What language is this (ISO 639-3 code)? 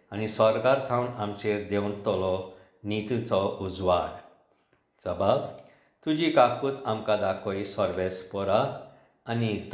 kok